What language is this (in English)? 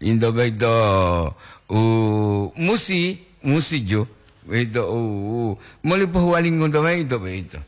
Gorontalo